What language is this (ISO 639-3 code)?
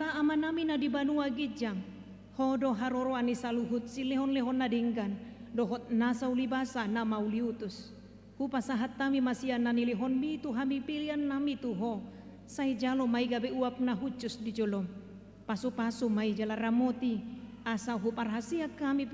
bbc